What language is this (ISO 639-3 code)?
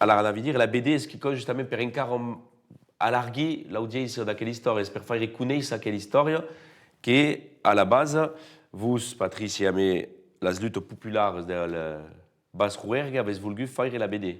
oci